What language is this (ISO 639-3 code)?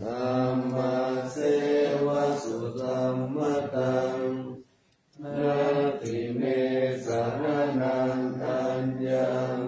pli